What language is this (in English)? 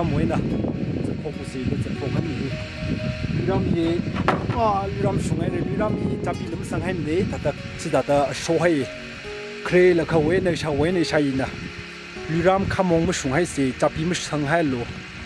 Tangkhul Naga (India)